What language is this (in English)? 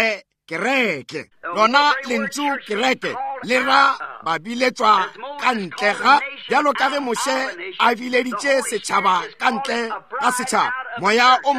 Northern Sotho